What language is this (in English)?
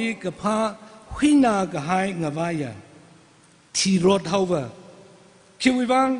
Tangkhul Naga (India)